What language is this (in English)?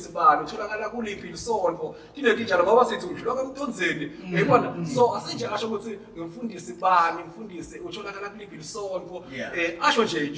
Zulu